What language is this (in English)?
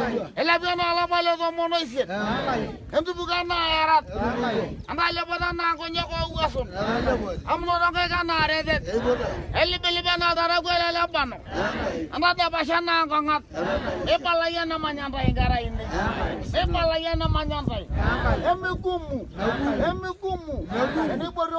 Masai